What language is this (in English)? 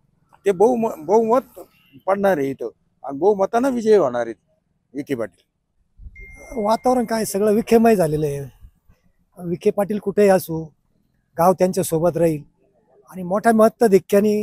Marathi